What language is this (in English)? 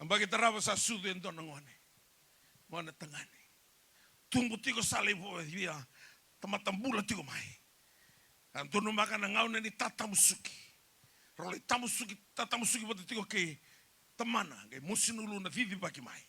Fijian